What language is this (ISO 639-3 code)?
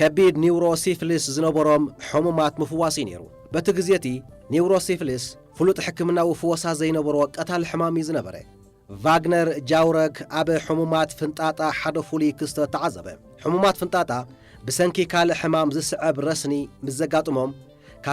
tir